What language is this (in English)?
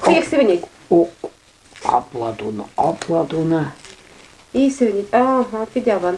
Chuvash